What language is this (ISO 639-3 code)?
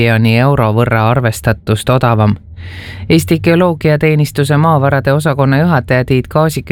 est